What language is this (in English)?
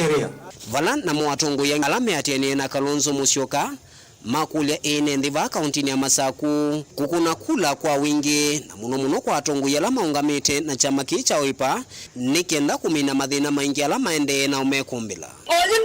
Kamba